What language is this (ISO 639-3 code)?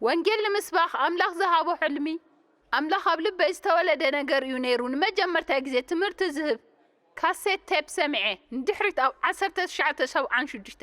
tir